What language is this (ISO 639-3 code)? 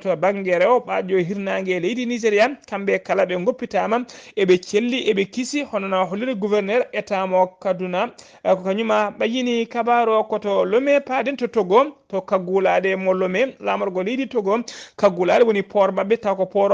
ful